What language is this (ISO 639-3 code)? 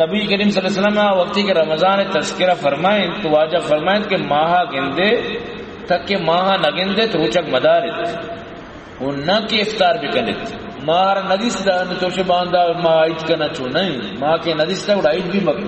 bal